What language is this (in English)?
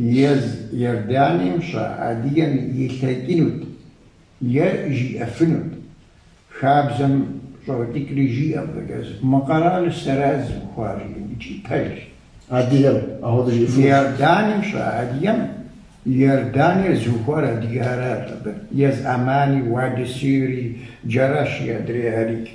Kabardian